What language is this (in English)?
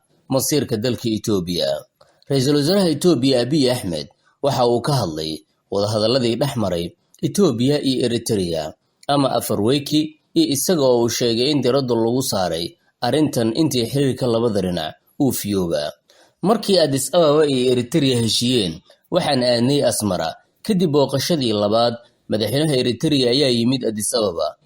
Somali